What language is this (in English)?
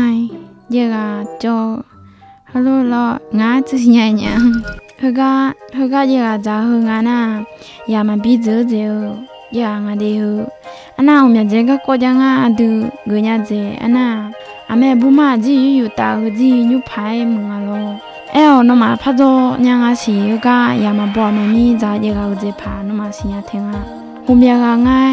Akha